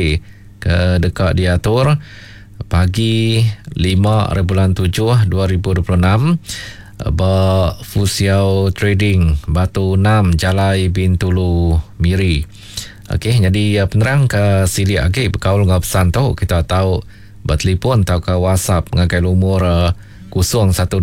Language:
Iban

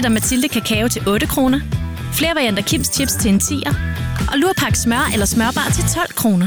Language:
Danish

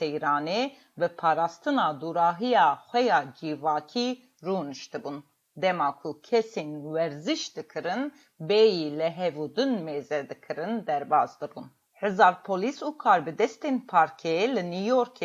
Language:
Kurdish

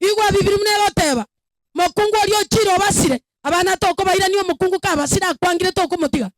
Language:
Gusii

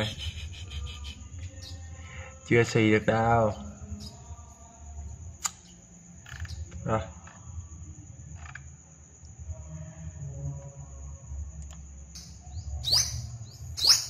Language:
Vietnamese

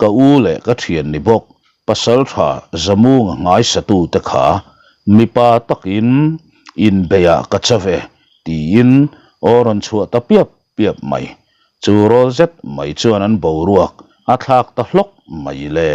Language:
Mizo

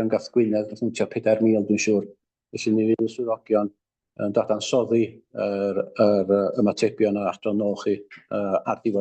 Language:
Welsh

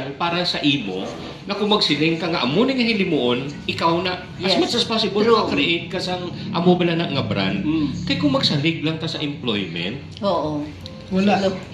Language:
Hiligaynon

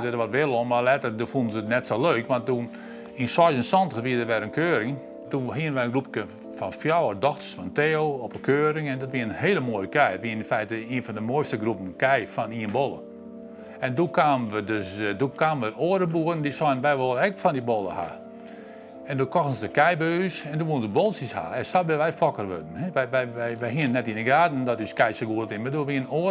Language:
Western Frisian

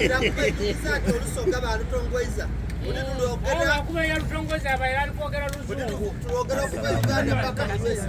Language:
Soga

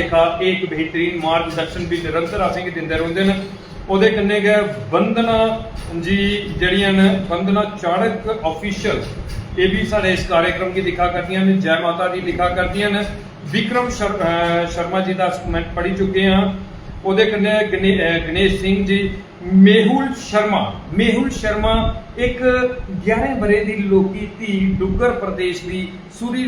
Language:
Dogri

